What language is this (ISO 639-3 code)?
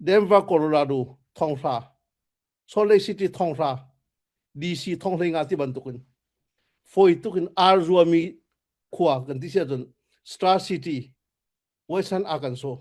cfm